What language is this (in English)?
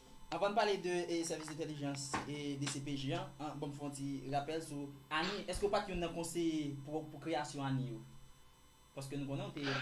Haitian Creole